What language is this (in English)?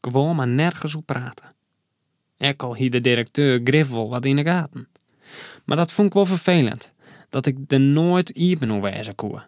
Western Frisian